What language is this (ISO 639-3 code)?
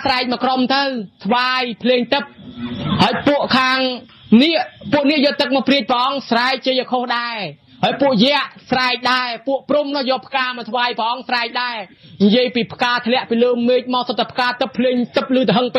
khm